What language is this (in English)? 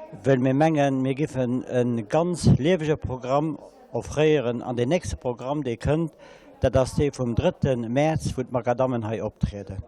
Luxembourgish